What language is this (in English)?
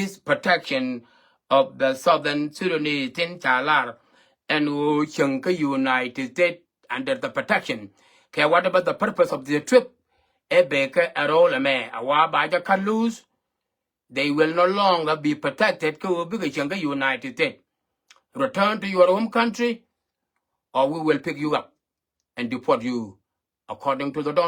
Nuer